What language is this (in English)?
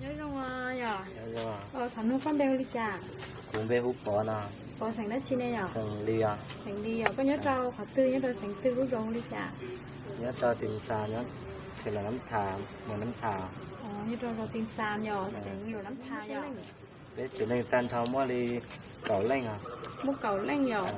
Hmong